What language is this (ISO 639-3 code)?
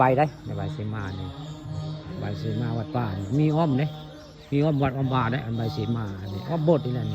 tts